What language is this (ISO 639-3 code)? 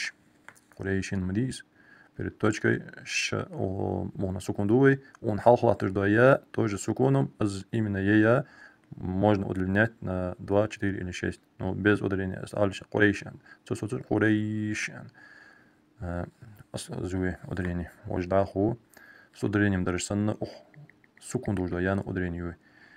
inh